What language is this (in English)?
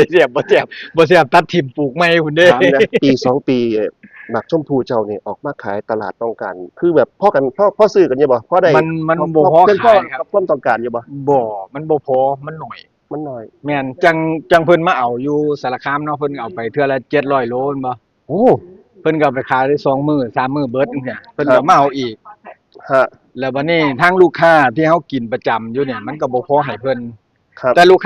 Northeastern Thai